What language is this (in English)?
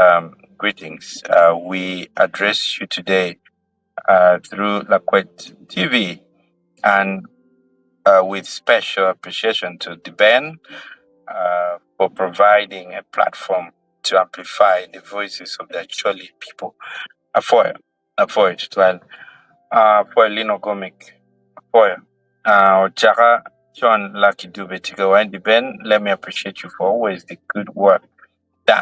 Acoli